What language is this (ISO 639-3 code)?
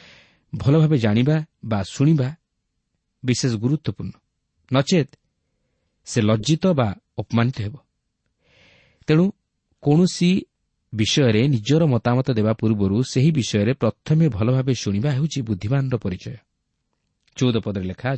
ori